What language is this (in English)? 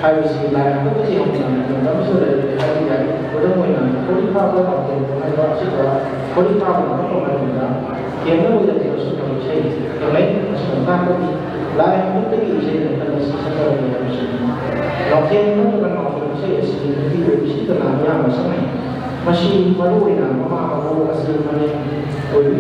Manipuri